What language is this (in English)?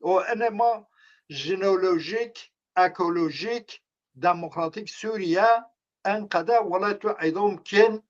Zaza